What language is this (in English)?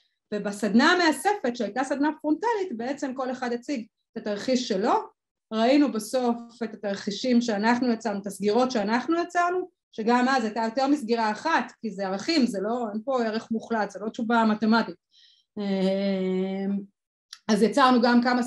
Hebrew